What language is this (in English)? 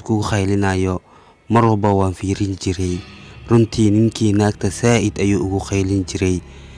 Somali